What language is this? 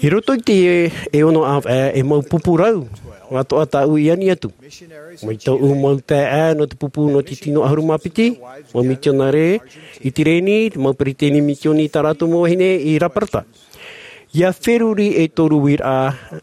Tahitian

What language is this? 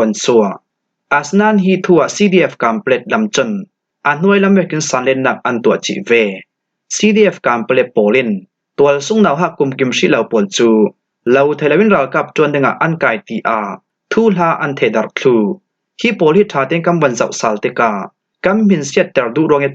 Falam Chin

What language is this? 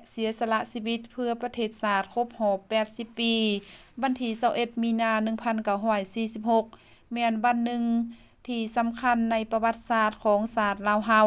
Lao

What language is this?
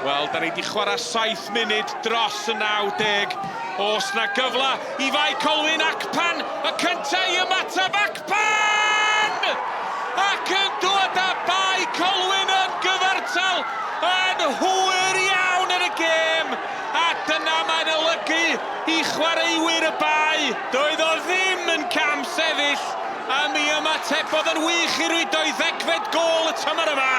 Welsh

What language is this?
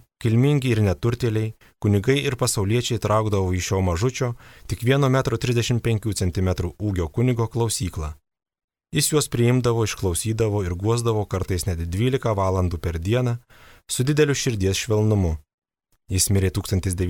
Lithuanian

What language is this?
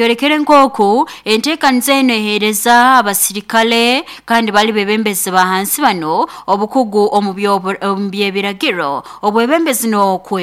Nyoro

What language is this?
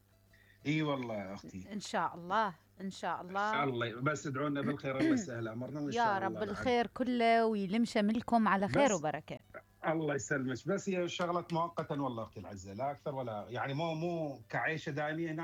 Mesopotamian Arabic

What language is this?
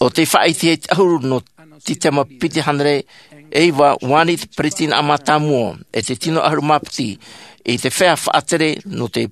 Tahitian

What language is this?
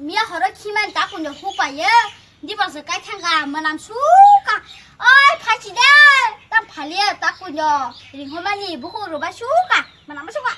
Kok Borok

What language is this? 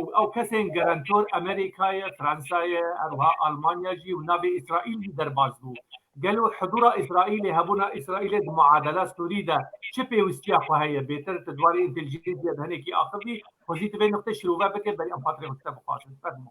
Kurdish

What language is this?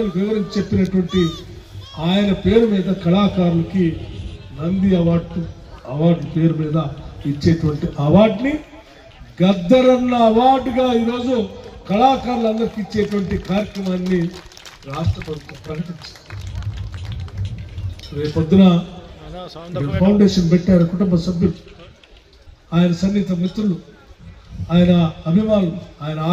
Telugu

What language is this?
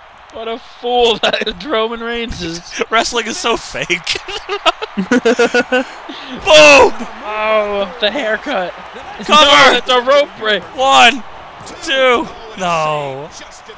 English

